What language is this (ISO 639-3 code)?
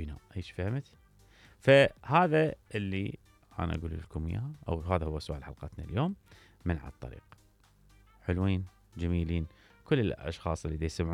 acm